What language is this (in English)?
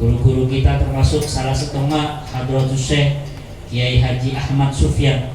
Madurese